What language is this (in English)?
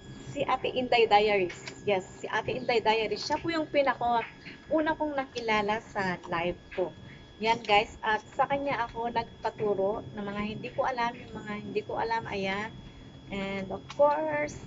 Filipino